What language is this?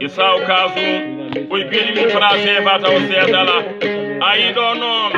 Fula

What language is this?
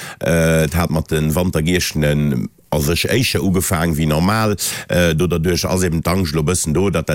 Luxembourgish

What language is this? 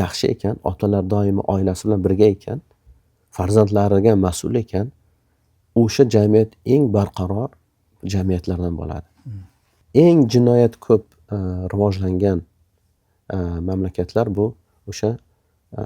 Uzbek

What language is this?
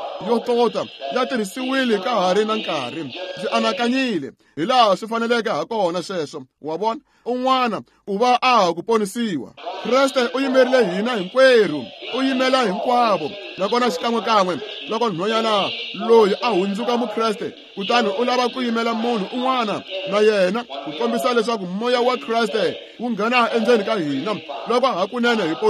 Tsonga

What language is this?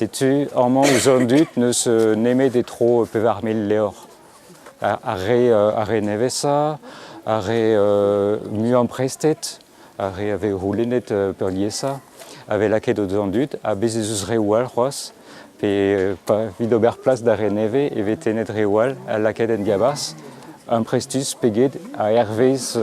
Breton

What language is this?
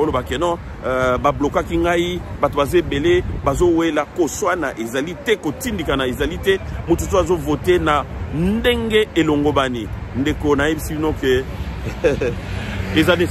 Lingala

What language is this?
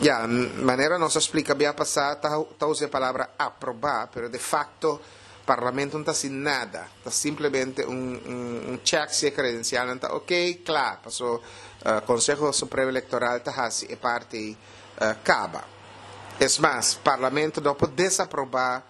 Papiamento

